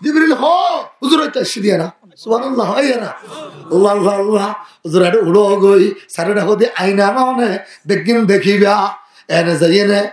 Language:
Rohingya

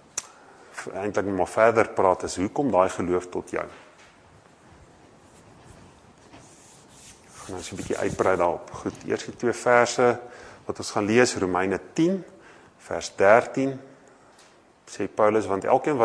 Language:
Afrikaans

